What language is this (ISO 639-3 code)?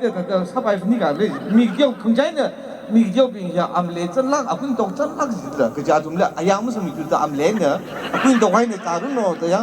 nmf